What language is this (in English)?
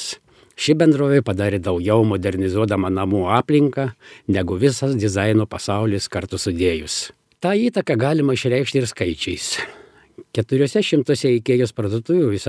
Lithuanian